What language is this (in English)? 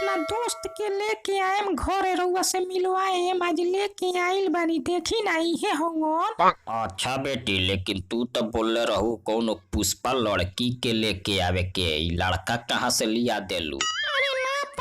Bhojpuri